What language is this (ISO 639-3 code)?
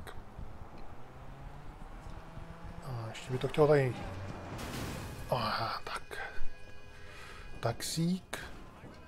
ces